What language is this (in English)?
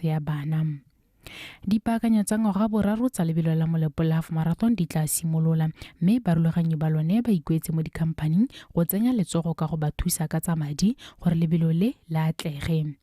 Tswana